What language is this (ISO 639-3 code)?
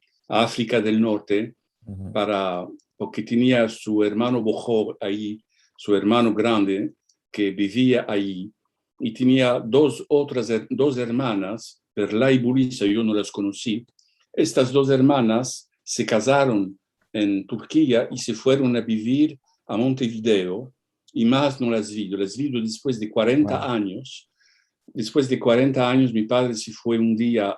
lad